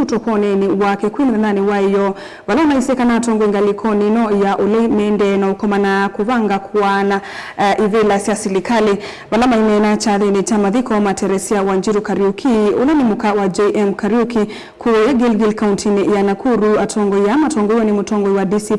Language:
Kamba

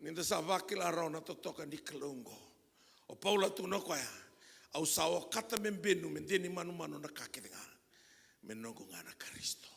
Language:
Fijian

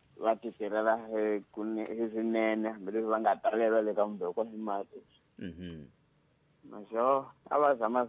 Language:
Tsonga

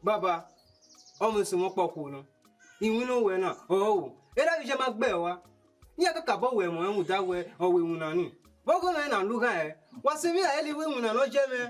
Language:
Bini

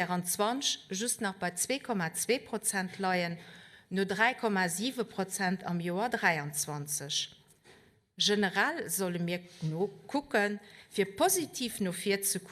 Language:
Luxembourgish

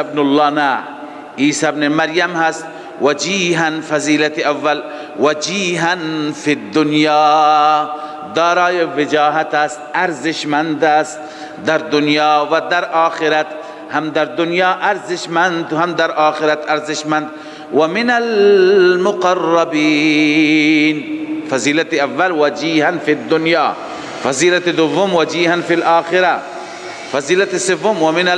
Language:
Persian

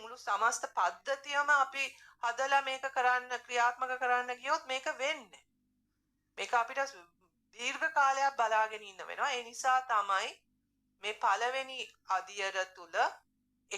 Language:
Sinhala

